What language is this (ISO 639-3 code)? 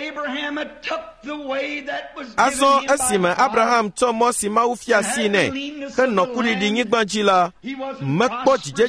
ewe